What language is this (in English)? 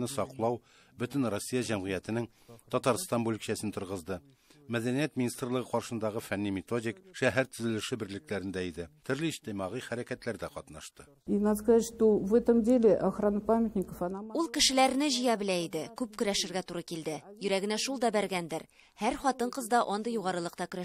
Tatar